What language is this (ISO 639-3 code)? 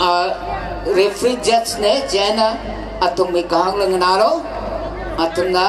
nmf